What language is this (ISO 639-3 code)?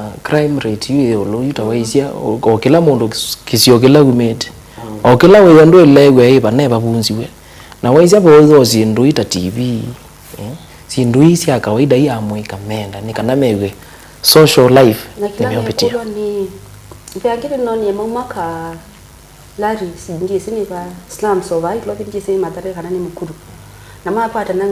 kam